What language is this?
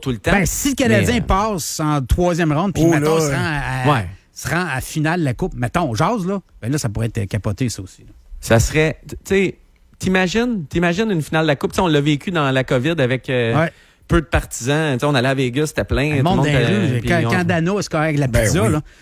French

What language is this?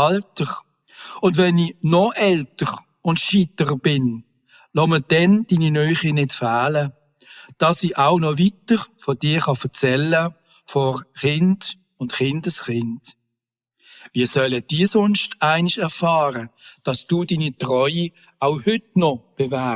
Swiss German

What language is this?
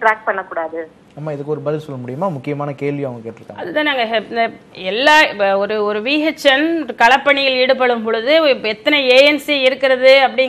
Tamil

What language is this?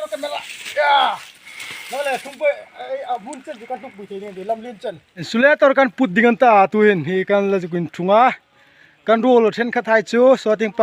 Hmar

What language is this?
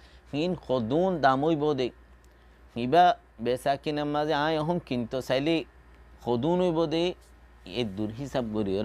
Rohingya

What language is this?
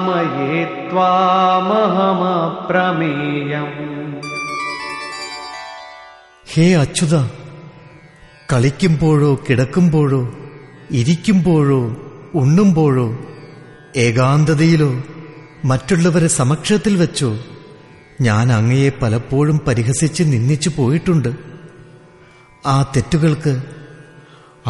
Malayalam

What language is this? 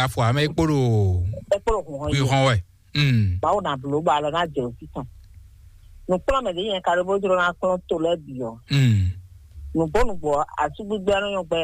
Fon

